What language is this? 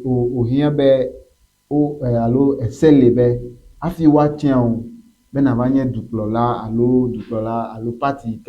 Ewe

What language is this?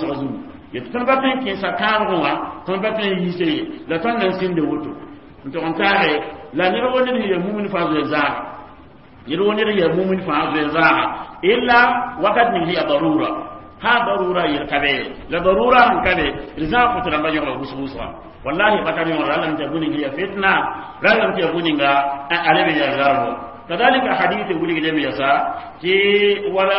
Mossi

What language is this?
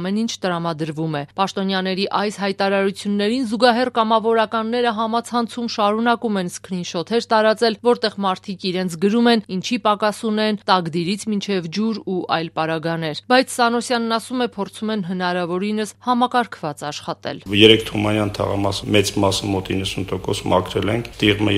Armenian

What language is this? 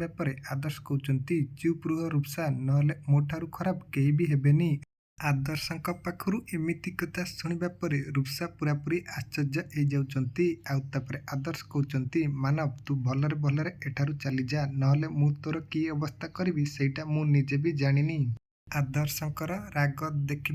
Odia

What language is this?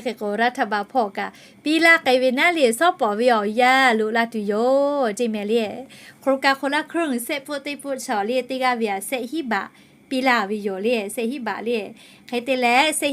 Lahu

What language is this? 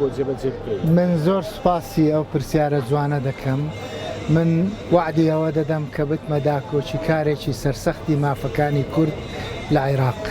Central Kurdish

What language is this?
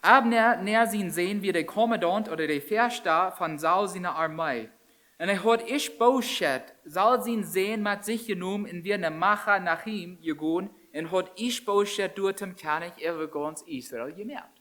Plautdietsch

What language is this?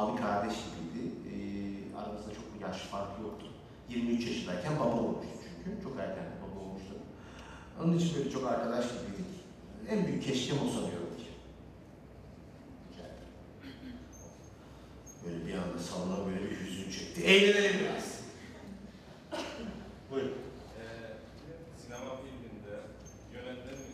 Turkish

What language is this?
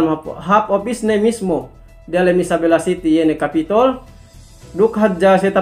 Yakan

